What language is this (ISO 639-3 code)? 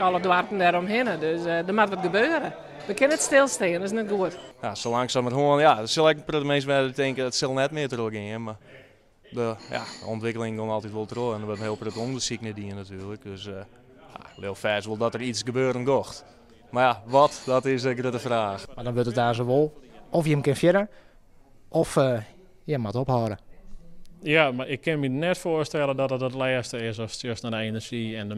fry